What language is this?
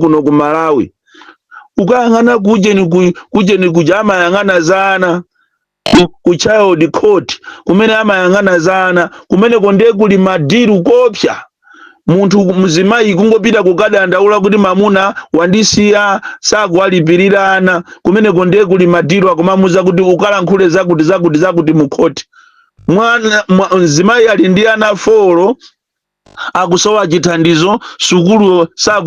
Nyanja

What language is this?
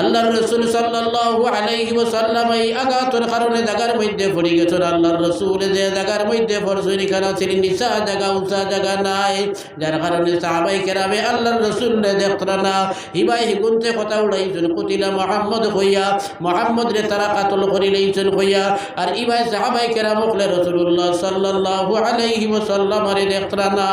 Sylheti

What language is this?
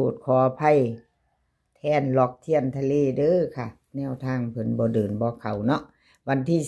Northeastern Thai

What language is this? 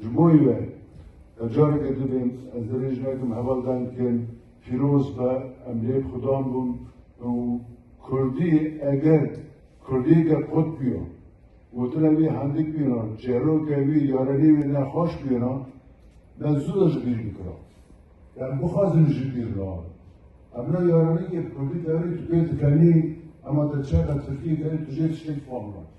Kurdish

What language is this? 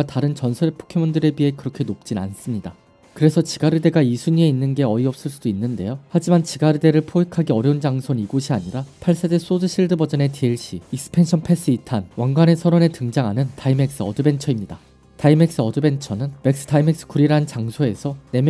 Korean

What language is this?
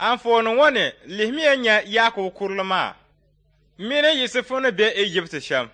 Dagbani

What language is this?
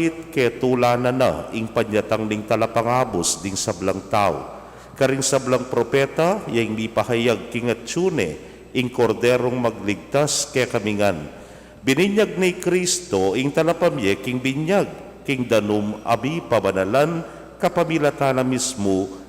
Pampanga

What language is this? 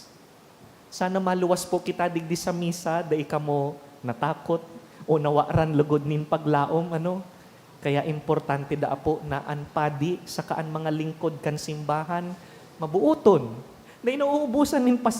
Bikol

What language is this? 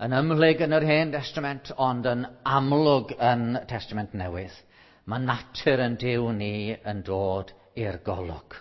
Welsh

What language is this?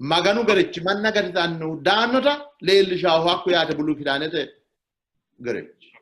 Sidamo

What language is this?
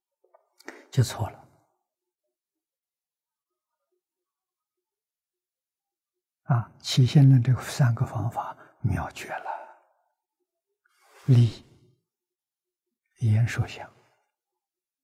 Chinese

